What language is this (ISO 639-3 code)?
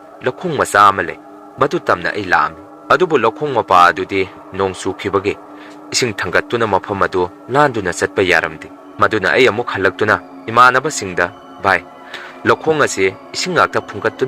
mni